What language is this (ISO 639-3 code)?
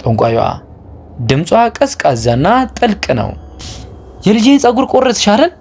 amh